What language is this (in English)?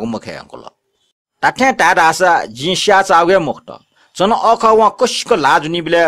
Newari